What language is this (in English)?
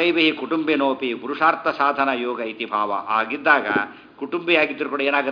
Kannada